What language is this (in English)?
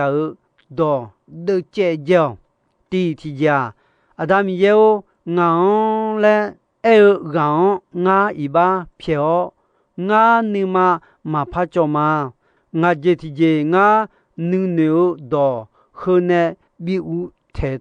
Akha